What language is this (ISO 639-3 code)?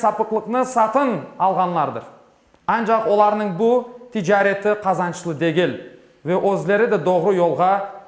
crh